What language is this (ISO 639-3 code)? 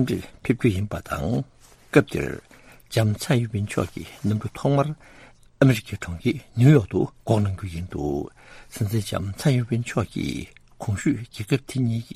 bod